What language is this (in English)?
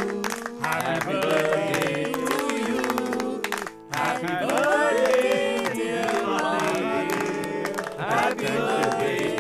Hindi